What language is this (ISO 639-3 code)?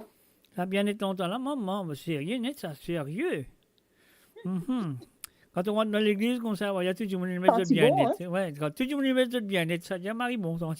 mfe